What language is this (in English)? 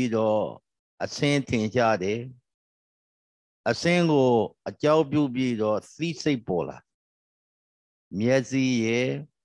Burmese